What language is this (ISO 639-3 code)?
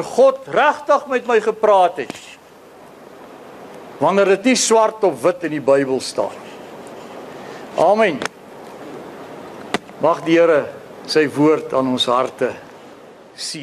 afr